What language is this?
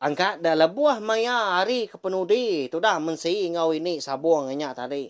Iban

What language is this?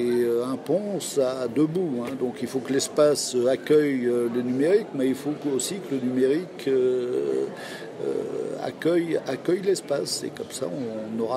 French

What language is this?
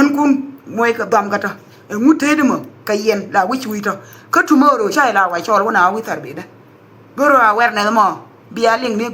Nuer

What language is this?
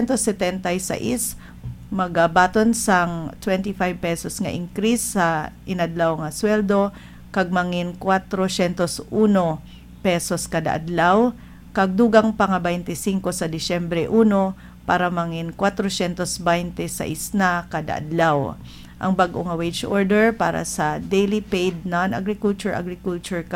Hiligaynon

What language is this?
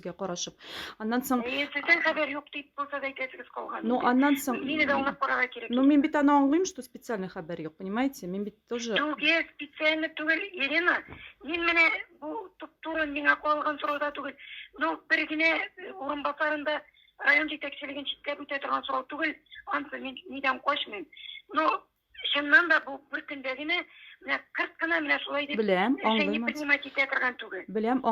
Tatar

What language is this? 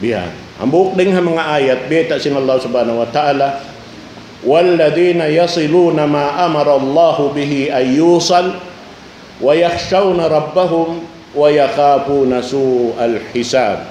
Tausug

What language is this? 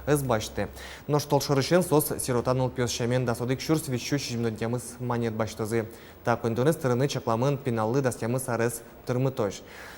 Udmurt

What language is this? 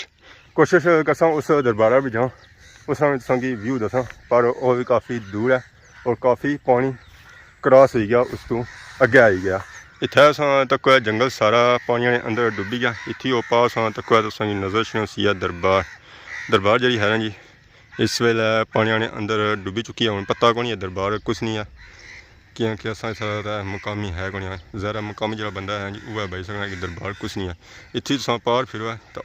Pahari-Potwari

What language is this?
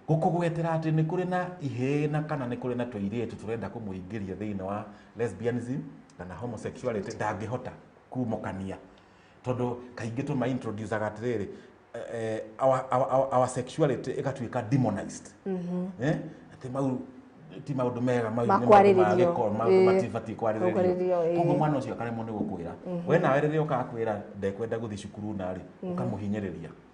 Kikuyu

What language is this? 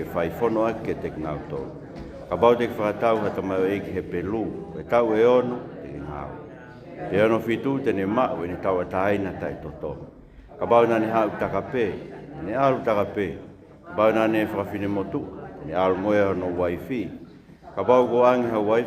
Tongan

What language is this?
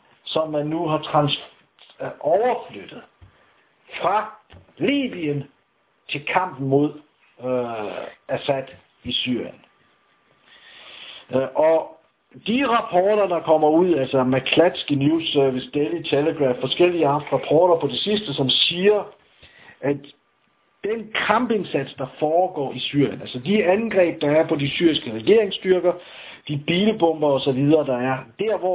Danish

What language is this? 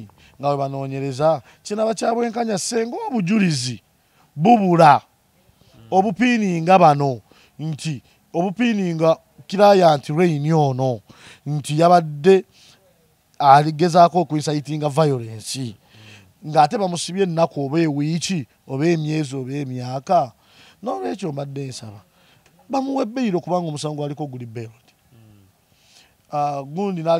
Ganda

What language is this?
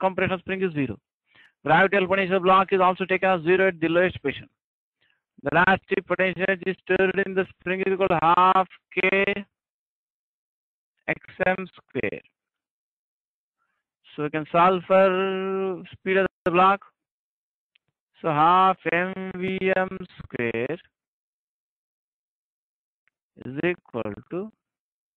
English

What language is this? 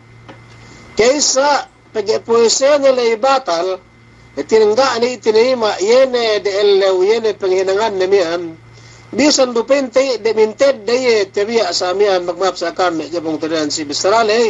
Yakan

